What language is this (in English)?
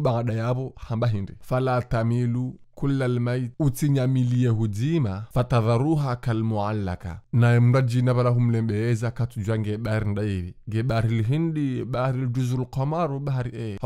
Ngazidja Comorian